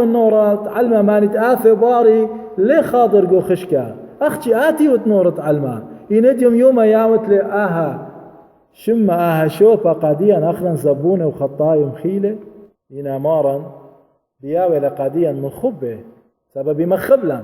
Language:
Assyrian Neo-Aramaic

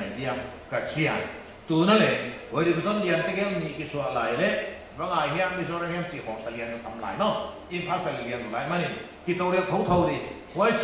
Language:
Paite Chin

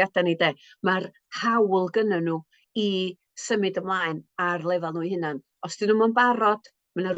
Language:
Welsh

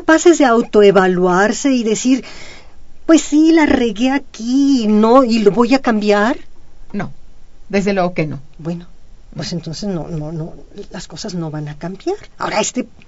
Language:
Spanish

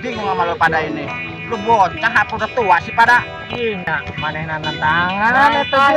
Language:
Betawi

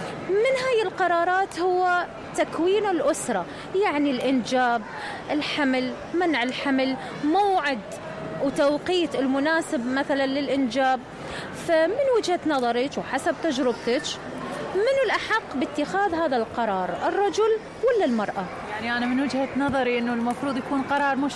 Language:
Mesopotamian Arabic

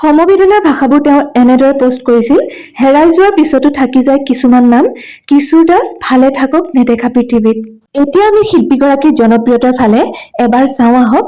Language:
Assamese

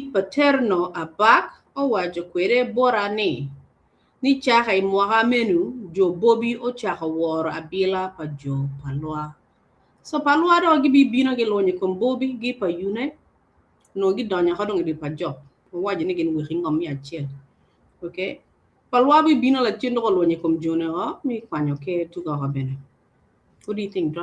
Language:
Acoli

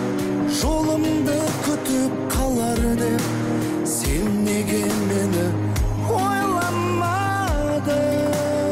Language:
Kazakh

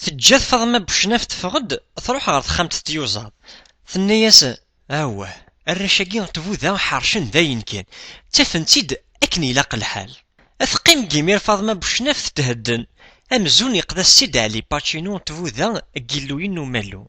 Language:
Kabyle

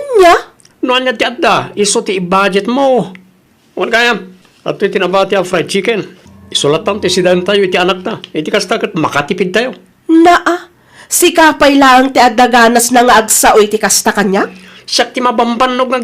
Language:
Iloko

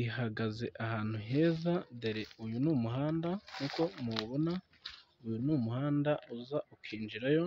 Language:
Kinyarwanda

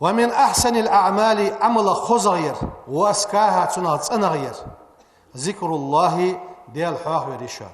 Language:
Ingush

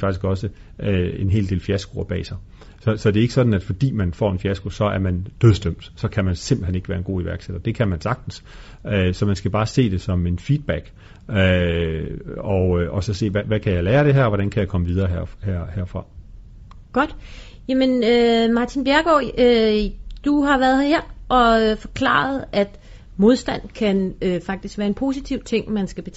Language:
Danish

